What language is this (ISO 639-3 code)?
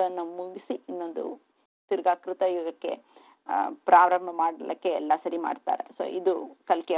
kan